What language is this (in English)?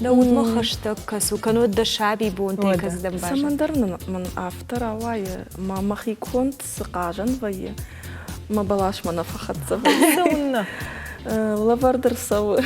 Ossetic